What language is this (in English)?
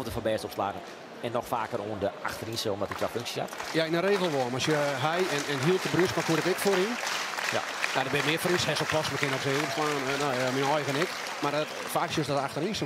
Western Frisian